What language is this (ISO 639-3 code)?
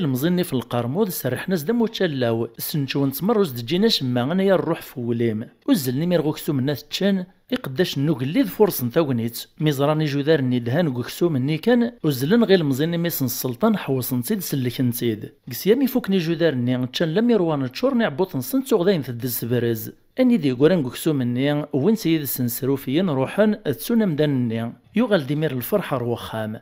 kab